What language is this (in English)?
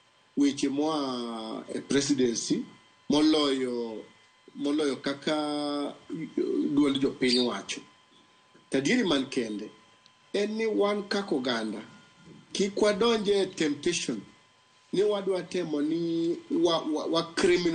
Luo (Kenya and Tanzania)